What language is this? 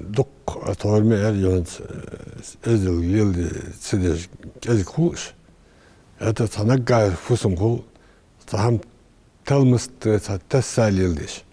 Ingush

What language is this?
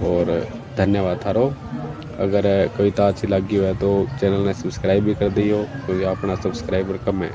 Bagri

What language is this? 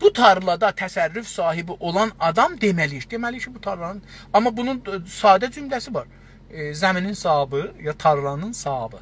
South Azerbaijani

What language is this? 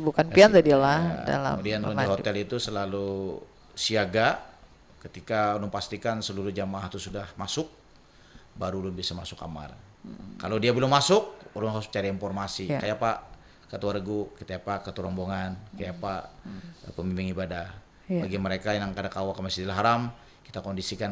Banjar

